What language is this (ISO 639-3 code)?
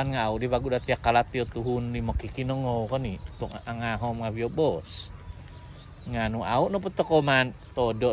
dtp